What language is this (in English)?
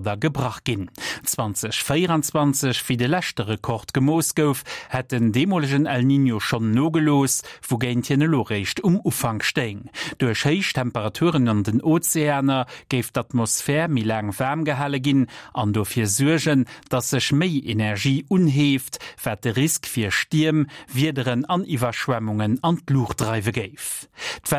Luxembourgish